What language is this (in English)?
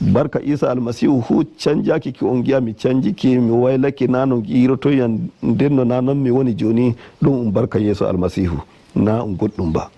Nigerian Fulfulde